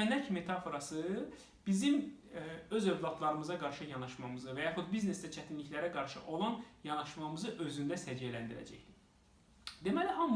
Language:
Azerbaijani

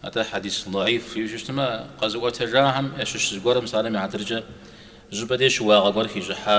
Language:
Kabardian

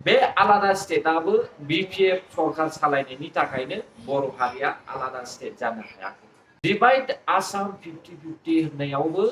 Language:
Bodo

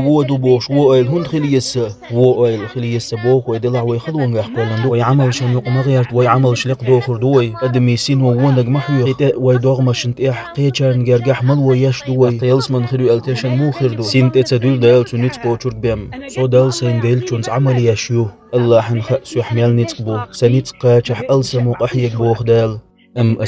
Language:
Chechen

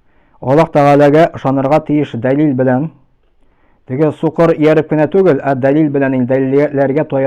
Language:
Tatar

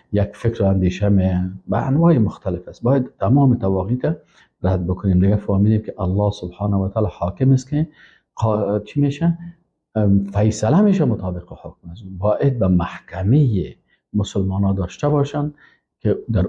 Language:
Persian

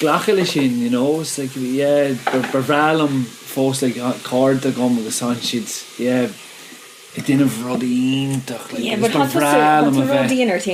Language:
Irish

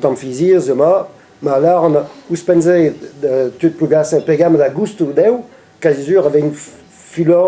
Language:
Breton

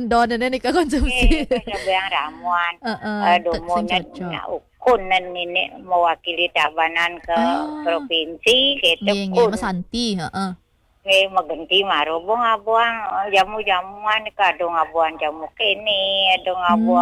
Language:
Balinese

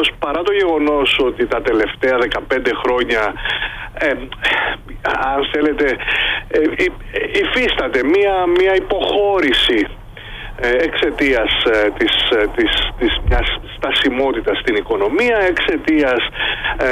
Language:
Greek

